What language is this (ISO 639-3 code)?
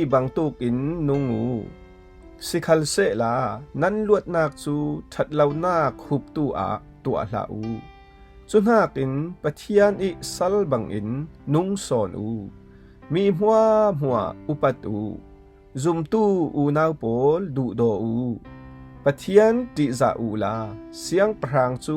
cfm